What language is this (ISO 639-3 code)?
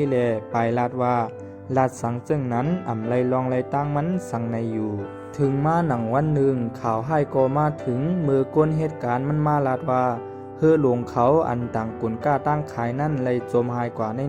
shn